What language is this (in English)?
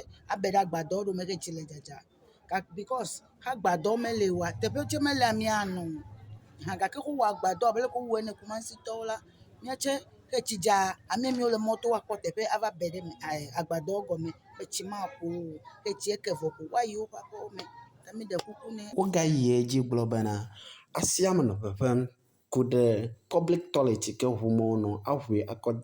Ewe